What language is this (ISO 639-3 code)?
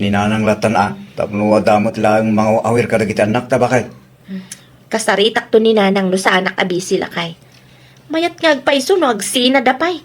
ilo